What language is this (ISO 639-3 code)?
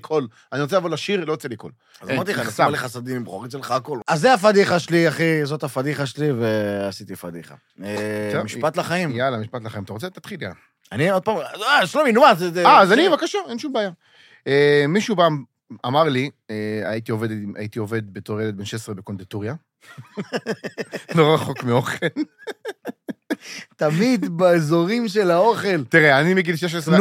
heb